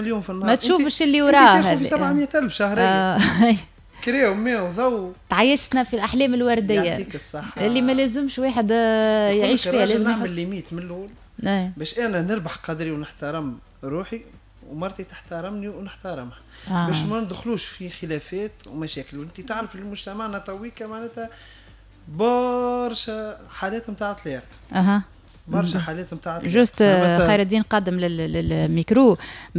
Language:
Tunisian Arabic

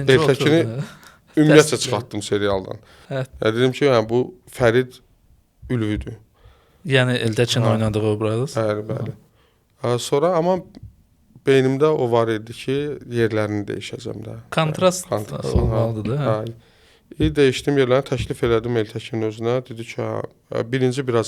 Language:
Azerbaijani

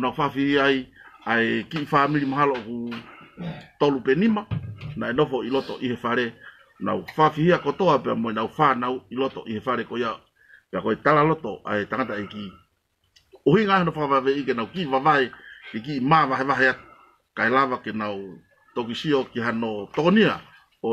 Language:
Tongan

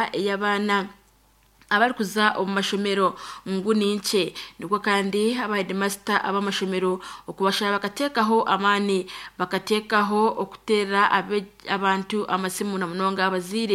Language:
Nyankole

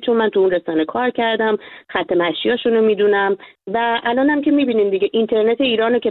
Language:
Persian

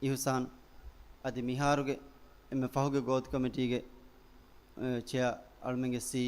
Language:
Divehi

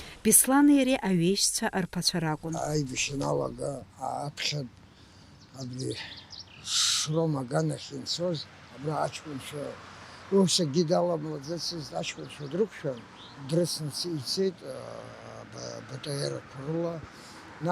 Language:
Abkhazian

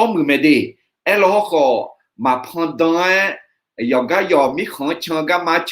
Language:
Akha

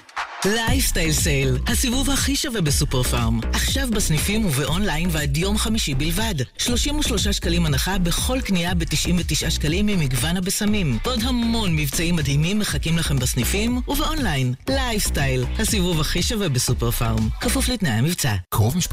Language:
Hebrew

